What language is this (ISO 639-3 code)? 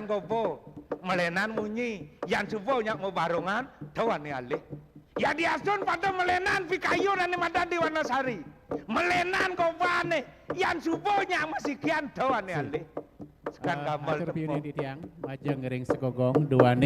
ban